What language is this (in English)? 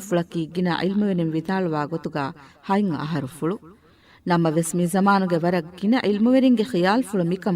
Divehi